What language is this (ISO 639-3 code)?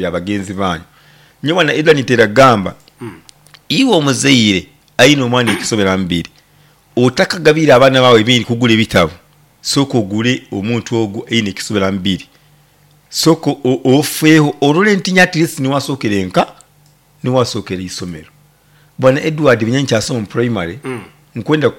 nyo